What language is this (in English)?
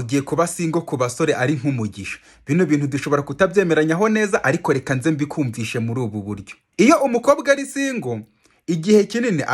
Kinyarwanda